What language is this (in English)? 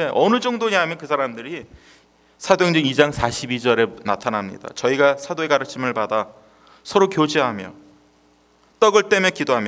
Korean